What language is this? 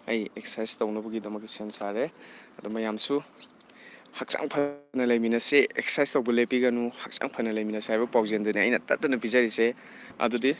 Manipuri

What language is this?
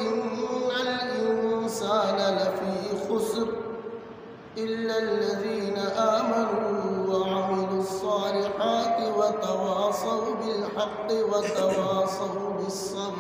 Eastern Balochi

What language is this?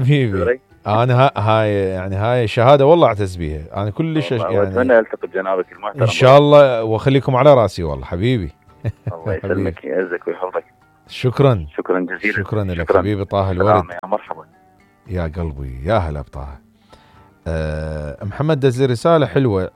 Mesopotamian Arabic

